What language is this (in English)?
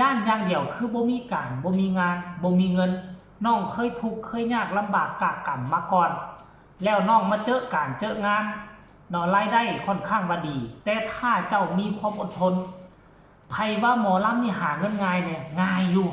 Northeastern Thai